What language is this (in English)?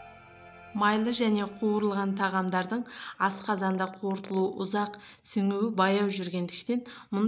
Kazakh